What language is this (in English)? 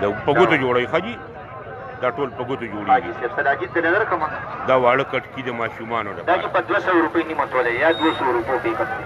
Pashto